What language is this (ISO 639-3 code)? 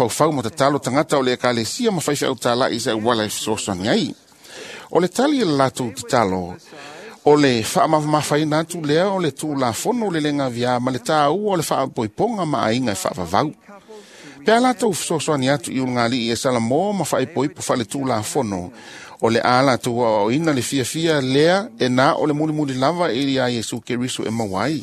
smo